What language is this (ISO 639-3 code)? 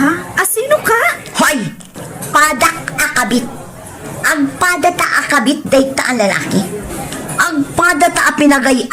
ilo